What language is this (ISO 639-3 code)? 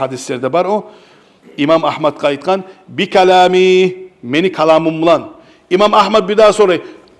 kum